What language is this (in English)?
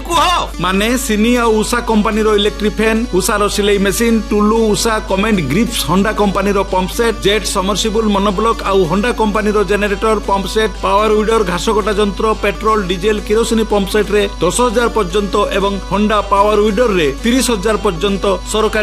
Odia